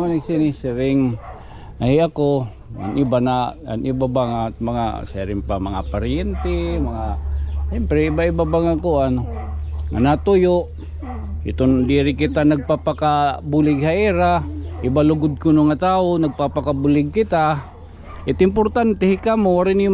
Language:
Waray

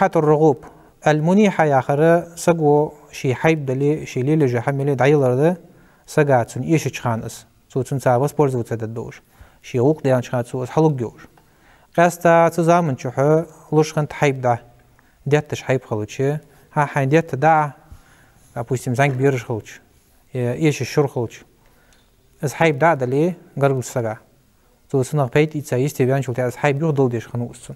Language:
Ingush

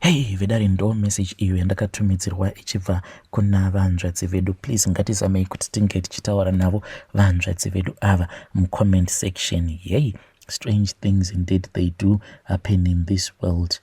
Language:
Shona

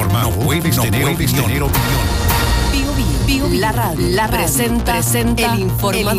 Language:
Spanish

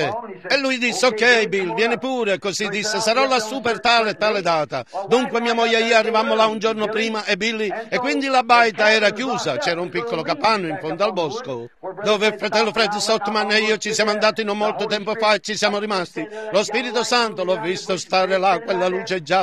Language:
Italian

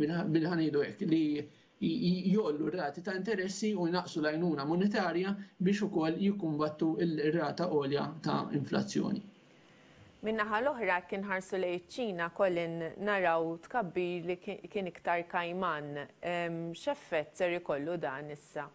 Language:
Maltese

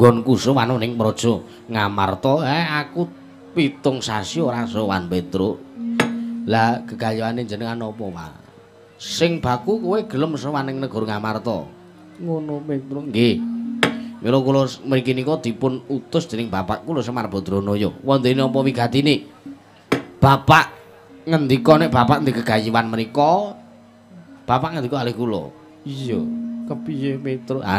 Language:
Javanese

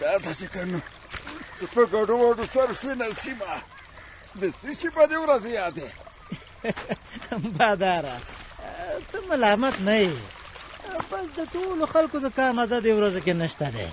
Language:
Pashto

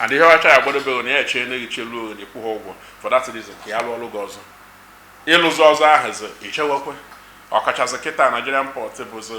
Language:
Igbo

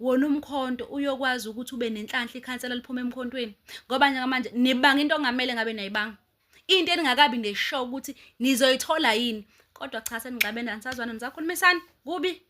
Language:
Zulu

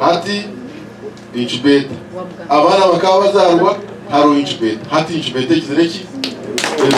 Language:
Nyankole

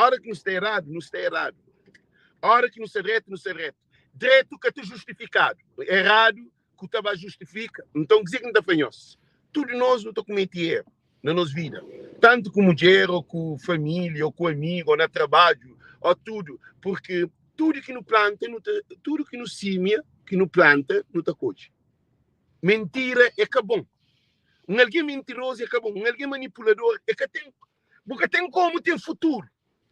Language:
Kabuverdianu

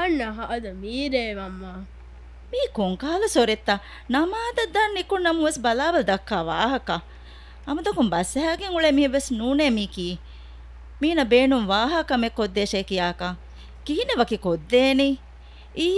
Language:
Divehi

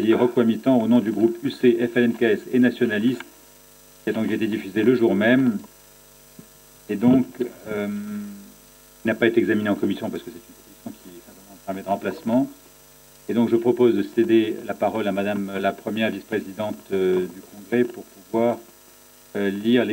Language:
French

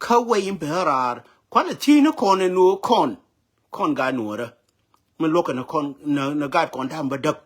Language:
Nuer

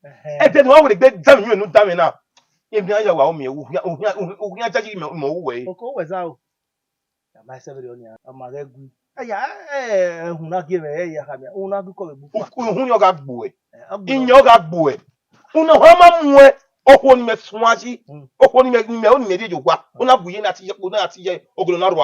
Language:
Bini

